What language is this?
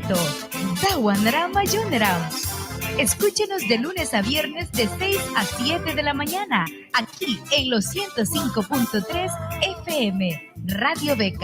Mískito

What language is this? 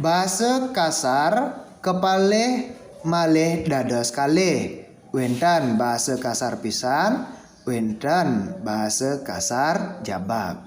Balinese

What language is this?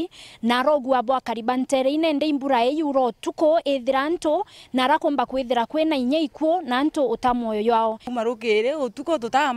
Meru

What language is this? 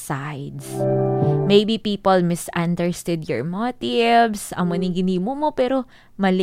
Hiligaynon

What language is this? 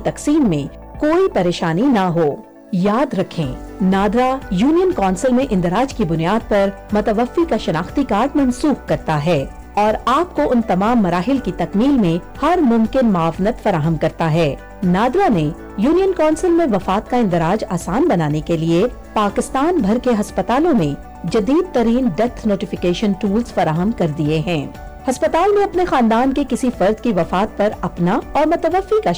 Urdu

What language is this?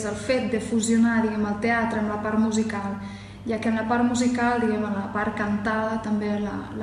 Catalan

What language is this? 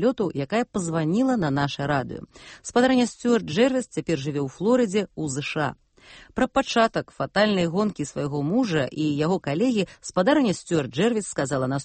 Belarusian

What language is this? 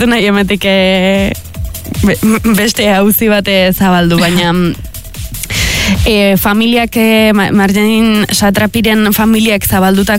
Basque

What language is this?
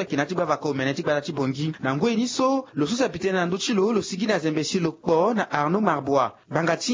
Sango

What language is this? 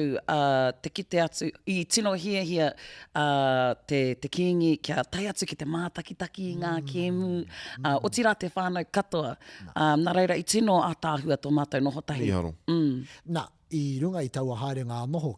Māori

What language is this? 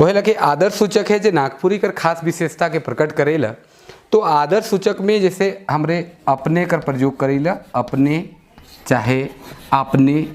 Sadri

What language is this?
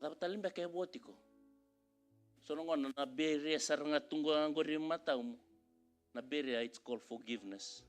Fijian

